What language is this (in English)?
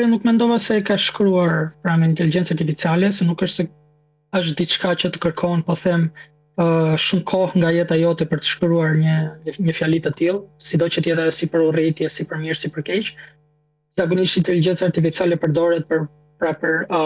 Albanian